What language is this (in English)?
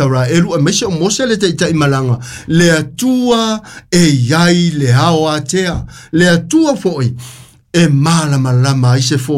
Samoan